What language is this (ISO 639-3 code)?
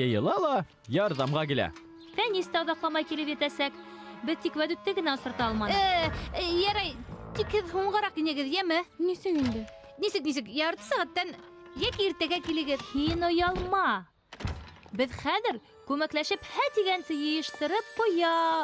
bak